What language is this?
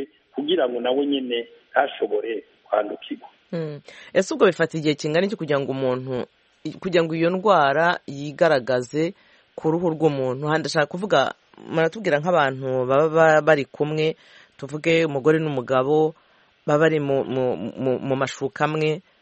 Kinyarwanda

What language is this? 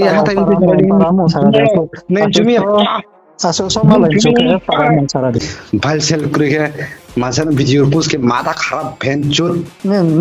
Riang (India)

